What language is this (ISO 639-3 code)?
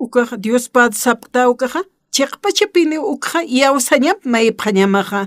aym